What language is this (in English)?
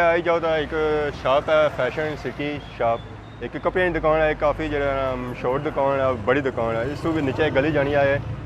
Pahari-Potwari